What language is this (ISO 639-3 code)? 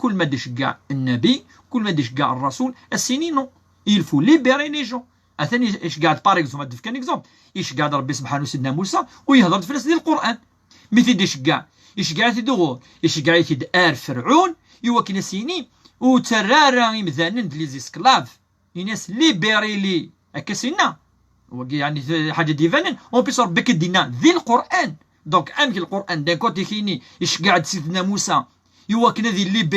kab